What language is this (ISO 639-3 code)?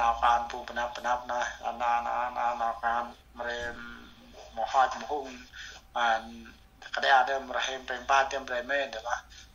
cmo